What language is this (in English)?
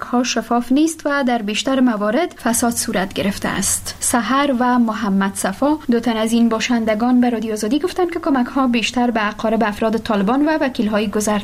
Persian